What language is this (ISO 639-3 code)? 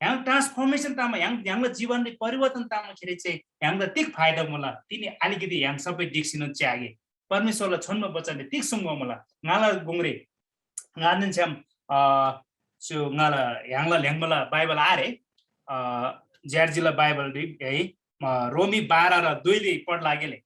taj